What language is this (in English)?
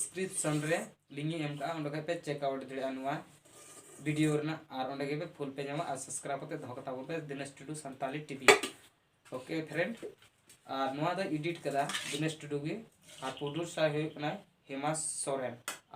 Santali